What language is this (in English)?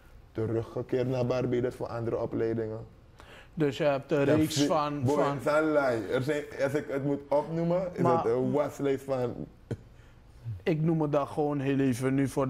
Dutch